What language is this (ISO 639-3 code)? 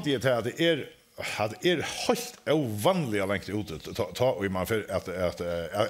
fao